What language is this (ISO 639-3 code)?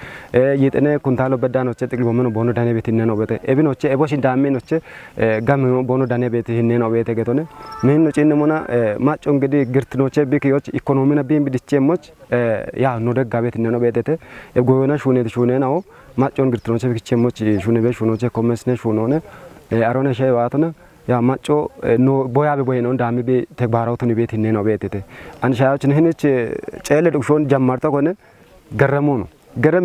kbr